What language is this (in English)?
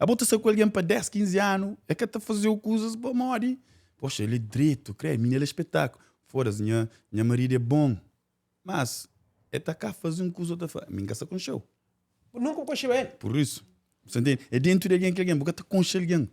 Kabuverdianu